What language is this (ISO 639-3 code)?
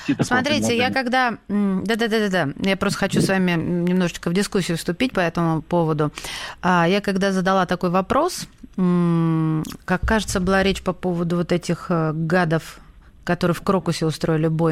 rus